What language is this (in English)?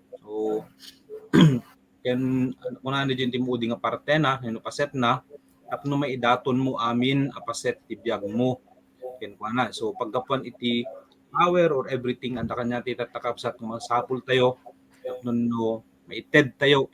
Iloko